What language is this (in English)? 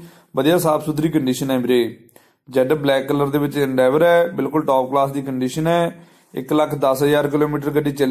Punjabi